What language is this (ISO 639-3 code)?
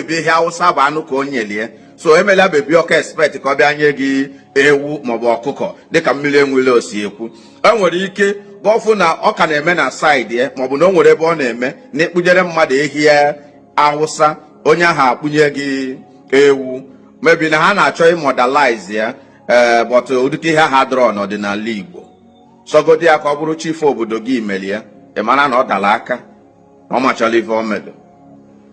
ibo